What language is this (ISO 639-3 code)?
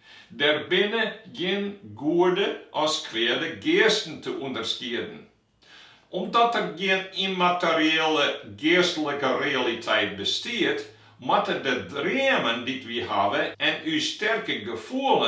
fry